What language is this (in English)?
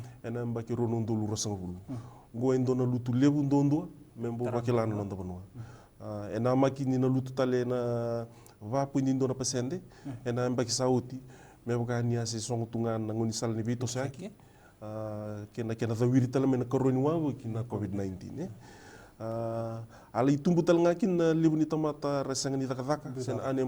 Fijian